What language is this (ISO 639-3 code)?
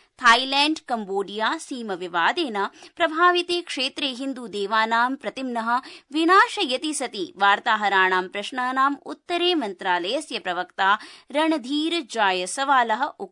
san